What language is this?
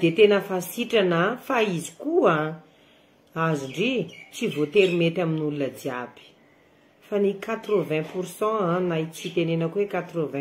Malagasy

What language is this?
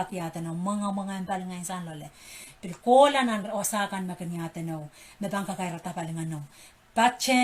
Pohnpeian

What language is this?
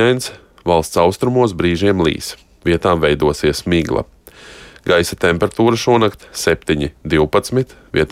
Latvian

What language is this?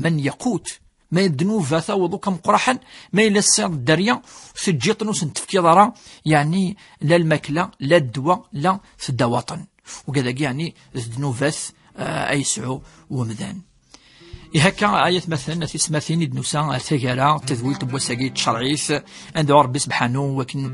Kabyle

